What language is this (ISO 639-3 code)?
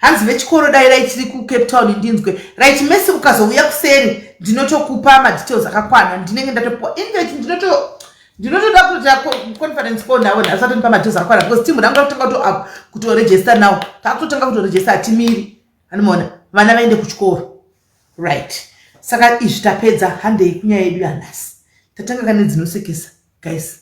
sna